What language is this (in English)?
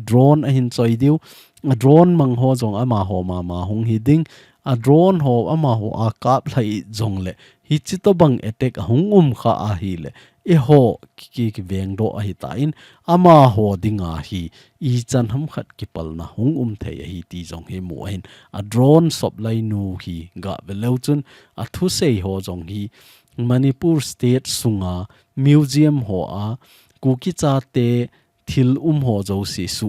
Thado Chin